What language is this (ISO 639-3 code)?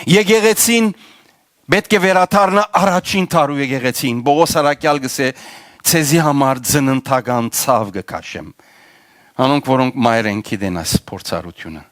hyw